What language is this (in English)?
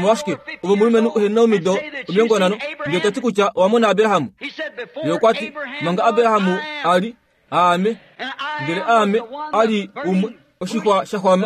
Kuanyama